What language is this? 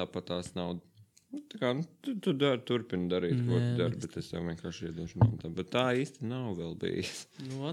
Latvian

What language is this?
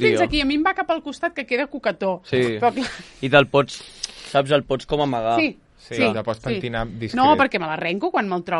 Catalan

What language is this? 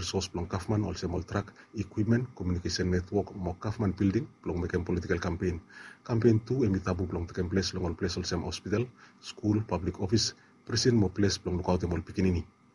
Bislama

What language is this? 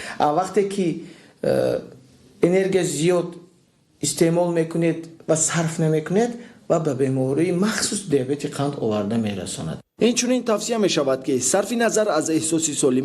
Tajik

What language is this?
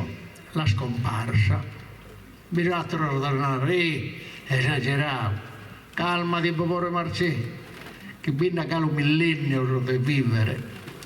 Sardinian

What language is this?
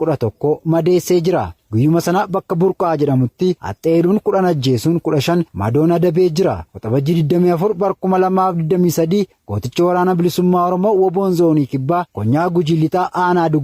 Oromo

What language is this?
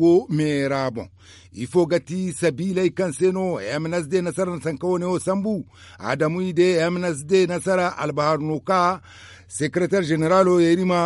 Zarma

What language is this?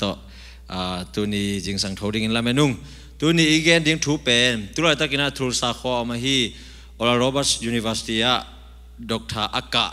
Tedim Chin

